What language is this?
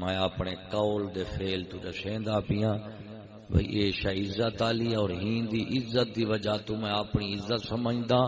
Saraiki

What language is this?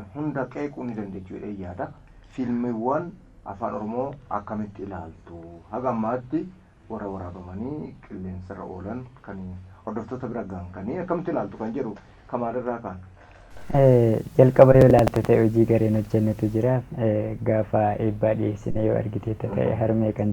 Oromo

